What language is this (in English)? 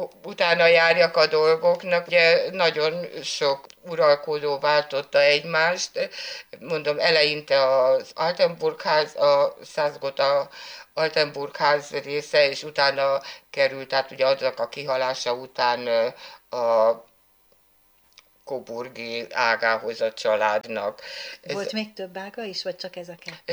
Hungarian